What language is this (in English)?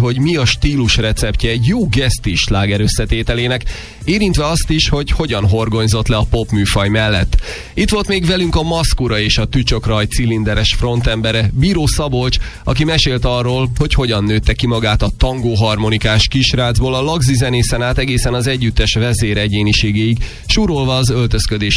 Hungarian